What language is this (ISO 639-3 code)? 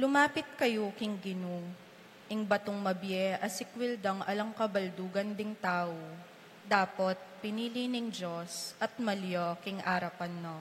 pam